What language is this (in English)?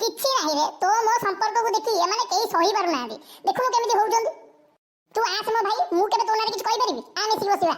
Odia